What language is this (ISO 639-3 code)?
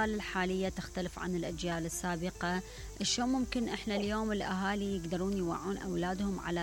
acm